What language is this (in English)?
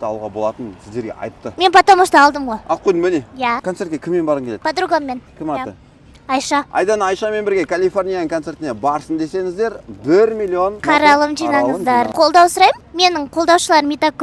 Kazakh